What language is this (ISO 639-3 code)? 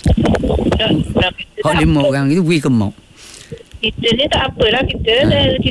msa